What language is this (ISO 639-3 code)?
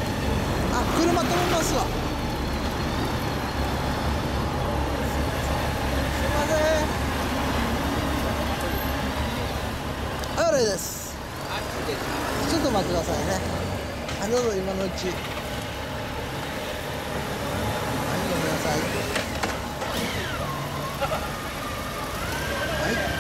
jpn